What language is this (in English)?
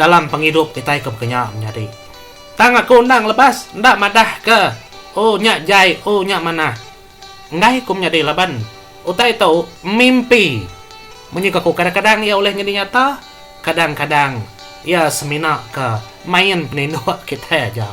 Iban